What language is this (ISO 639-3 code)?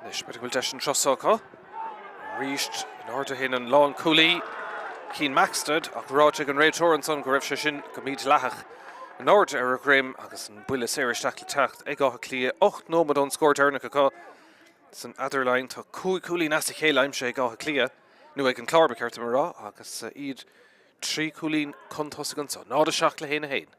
gle